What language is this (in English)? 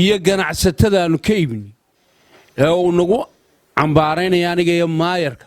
Somali